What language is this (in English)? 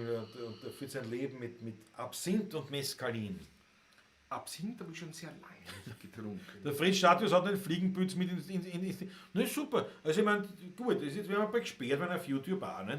Bavarian